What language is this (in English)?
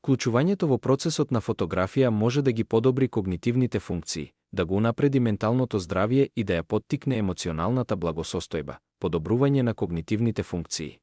Macedonian